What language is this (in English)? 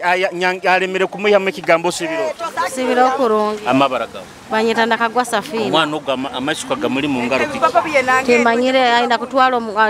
Nyoro